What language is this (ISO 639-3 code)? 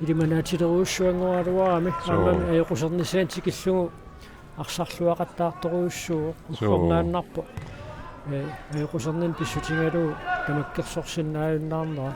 kal